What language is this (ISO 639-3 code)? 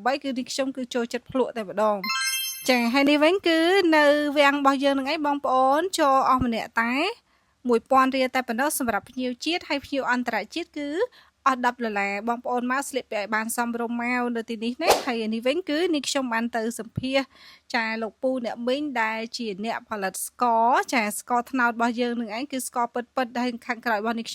khm